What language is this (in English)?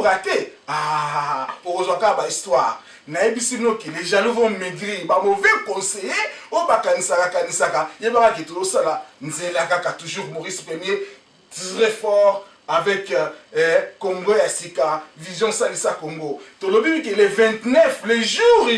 Lingala